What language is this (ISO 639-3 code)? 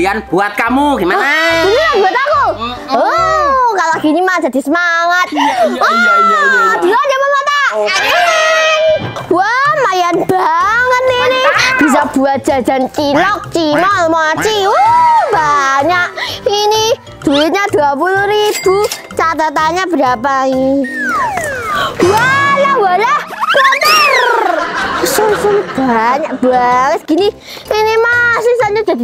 ind